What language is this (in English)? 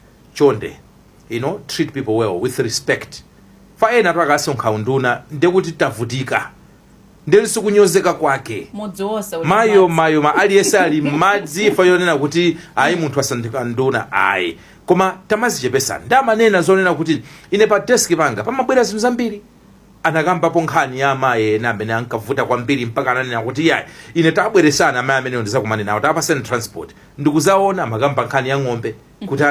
Nyanja